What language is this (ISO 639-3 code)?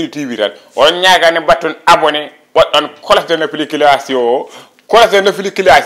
ful